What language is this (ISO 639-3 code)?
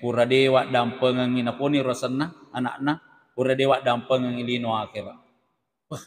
bug